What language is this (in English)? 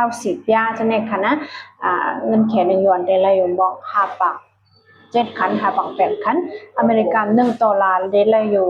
Shan